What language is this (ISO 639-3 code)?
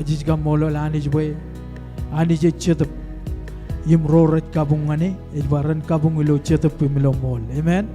mah